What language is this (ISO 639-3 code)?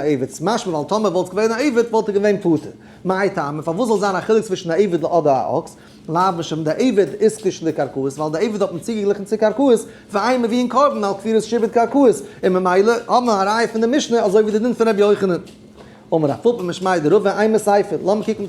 yid